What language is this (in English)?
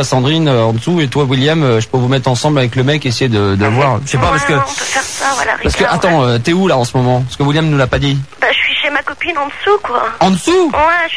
French